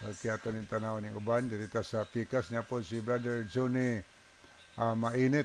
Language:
Cebuano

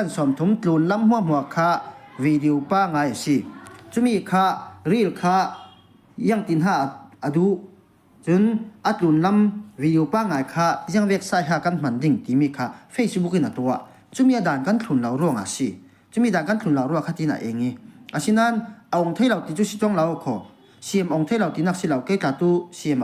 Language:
Falam Chin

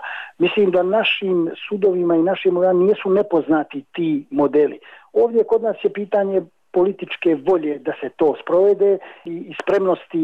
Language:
Bosnian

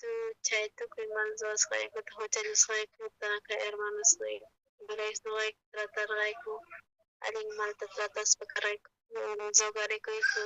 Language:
South Bolivian Quechua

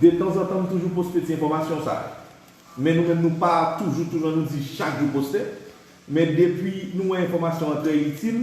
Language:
Haitian Creole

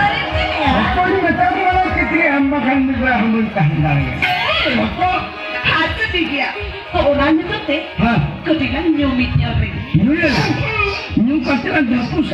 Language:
Santali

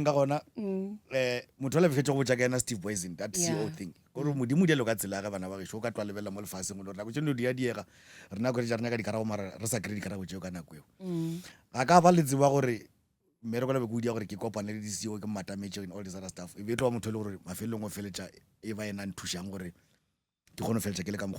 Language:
Northern Sotho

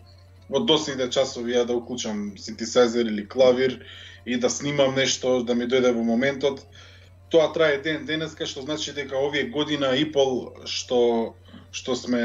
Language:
Macedonian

